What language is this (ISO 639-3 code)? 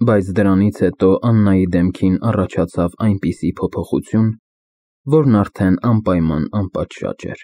hye